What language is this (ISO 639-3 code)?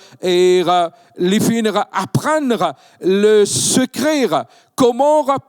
mfe